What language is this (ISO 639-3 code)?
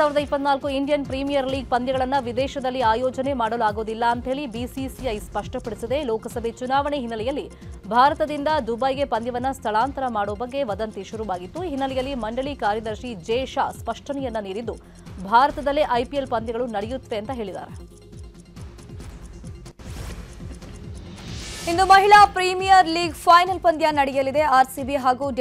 kan